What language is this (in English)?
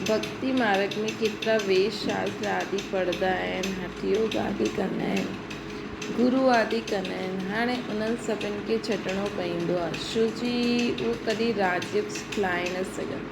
Sindhi